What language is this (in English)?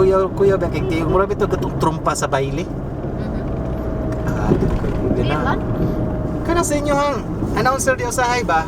Cebuano